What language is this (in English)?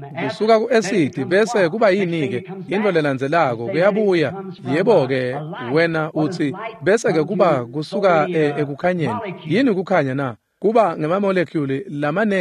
Swati